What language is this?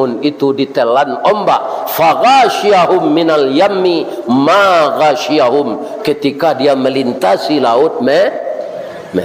Minangkabau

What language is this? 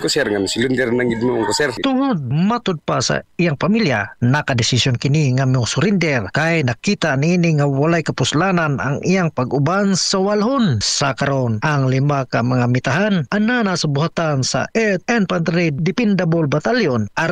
Cebuano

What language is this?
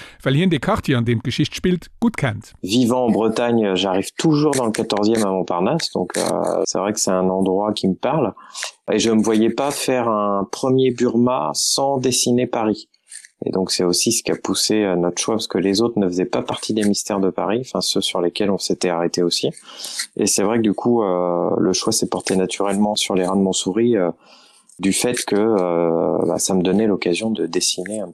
Luxembourgish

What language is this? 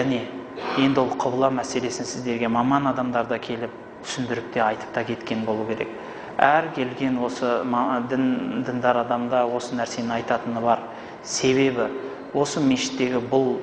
Kazakh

